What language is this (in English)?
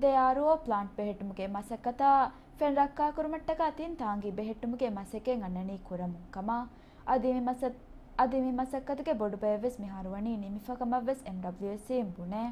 Divehi